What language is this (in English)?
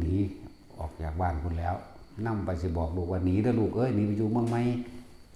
Lao